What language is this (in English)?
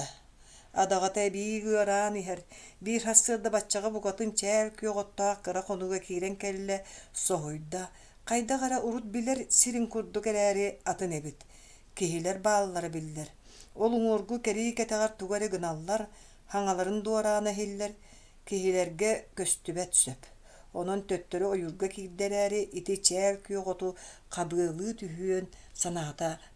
Yakut